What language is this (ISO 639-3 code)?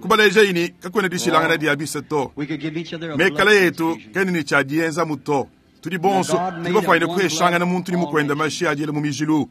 lua